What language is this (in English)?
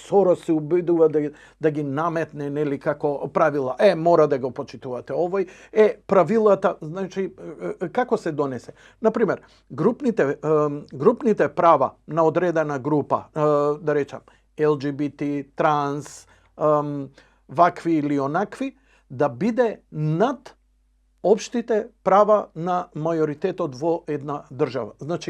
Macedonian